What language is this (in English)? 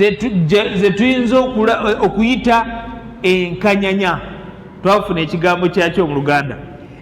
Ganda